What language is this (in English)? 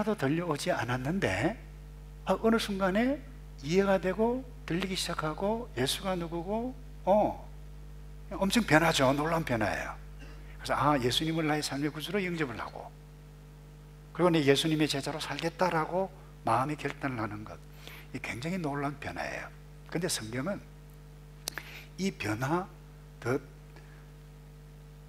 Korean